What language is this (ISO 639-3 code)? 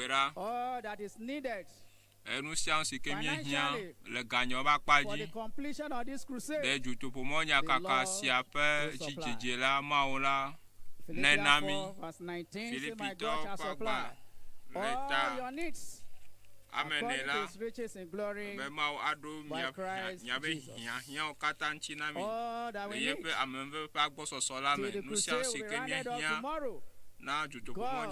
ewe